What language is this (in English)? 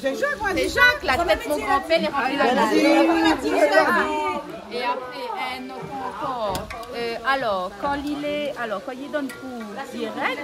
Réunion Creole French